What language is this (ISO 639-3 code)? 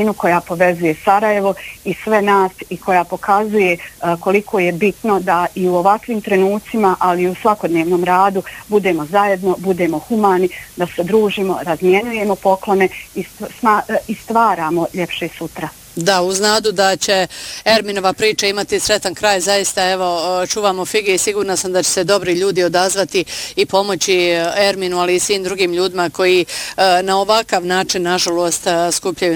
bos